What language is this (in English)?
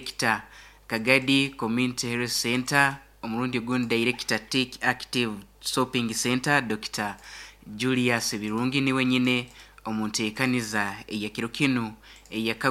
Nyoro